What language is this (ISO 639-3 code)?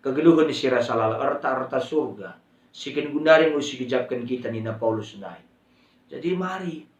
btx